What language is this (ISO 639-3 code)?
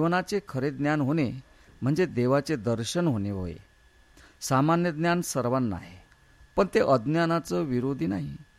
mar